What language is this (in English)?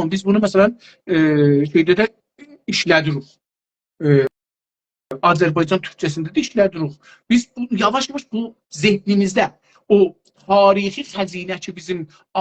South Azerbaijani